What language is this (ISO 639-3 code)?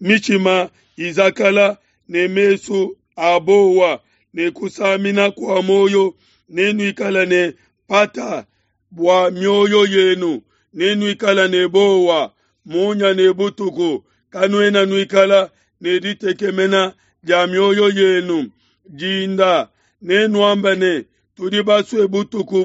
lua